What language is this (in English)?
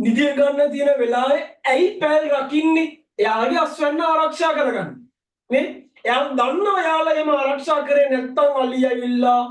Sinhala